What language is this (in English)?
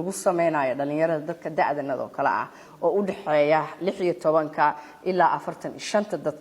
Somali